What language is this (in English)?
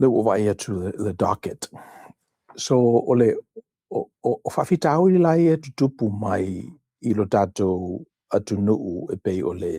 Samoan